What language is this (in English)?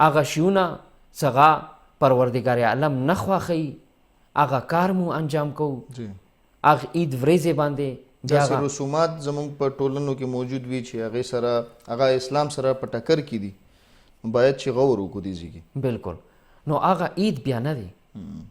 Pashto